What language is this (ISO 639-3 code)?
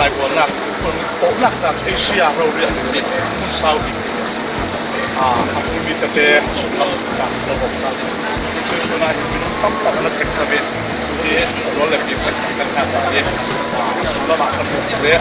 cfm